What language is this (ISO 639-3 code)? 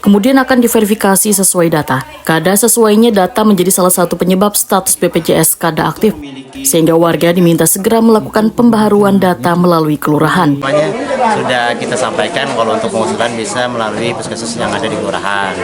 bjn